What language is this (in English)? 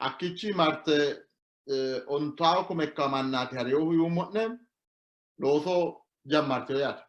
Sidamo